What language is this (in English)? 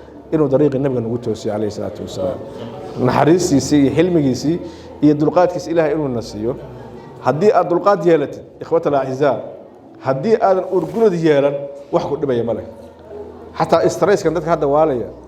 Somali